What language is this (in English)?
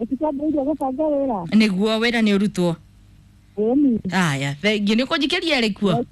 Kikuyu